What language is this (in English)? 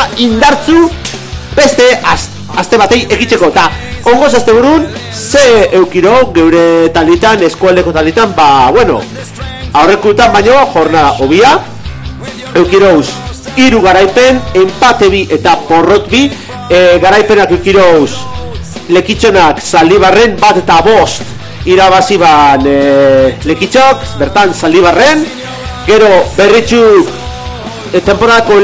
Basque